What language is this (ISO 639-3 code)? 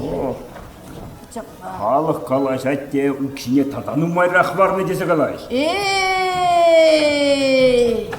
chv